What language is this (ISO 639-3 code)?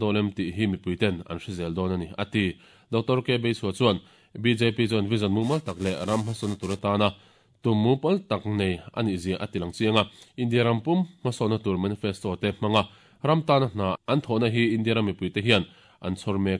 lus